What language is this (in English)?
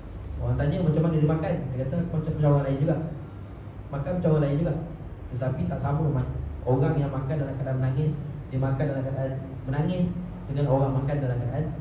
Malay